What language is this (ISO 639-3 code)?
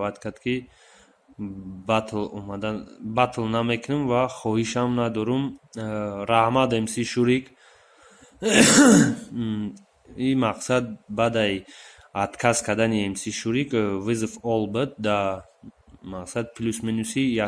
tgk